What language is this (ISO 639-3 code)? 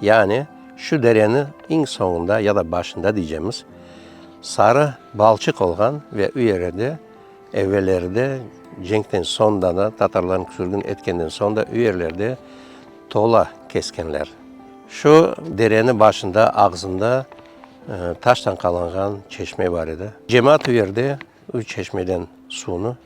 crh